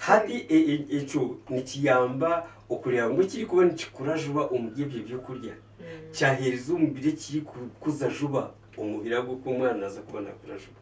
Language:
Nyankole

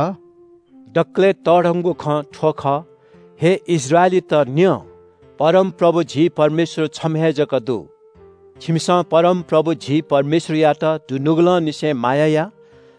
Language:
Newari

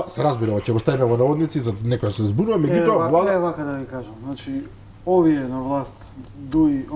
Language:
Macedonian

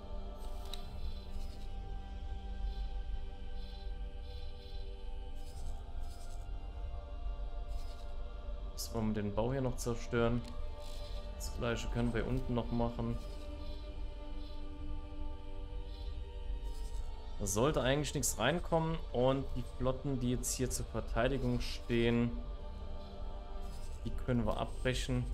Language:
German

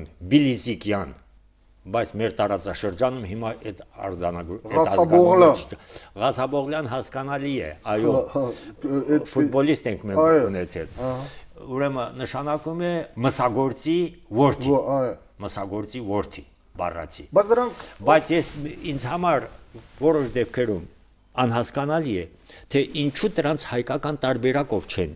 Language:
Armenian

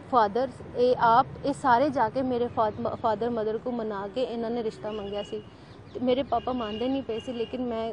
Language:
Punjabi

